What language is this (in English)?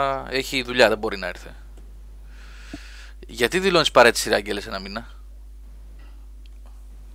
Greek